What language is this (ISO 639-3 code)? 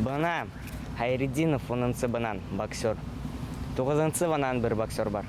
bak